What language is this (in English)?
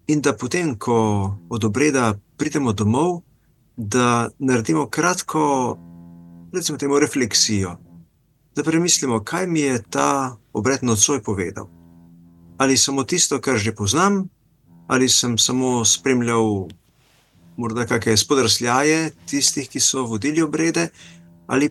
Slovenian